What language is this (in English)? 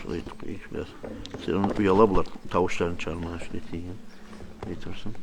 Kumyk